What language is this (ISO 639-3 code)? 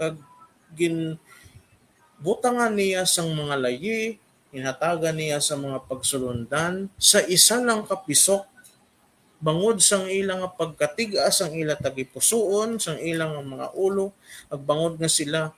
hil